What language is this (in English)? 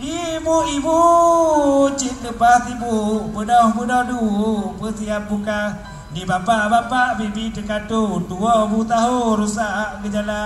Achinese